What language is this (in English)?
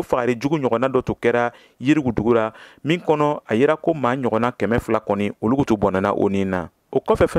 Bambara